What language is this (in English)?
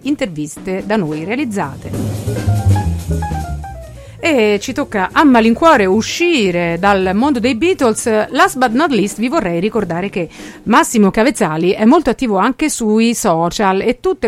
Italian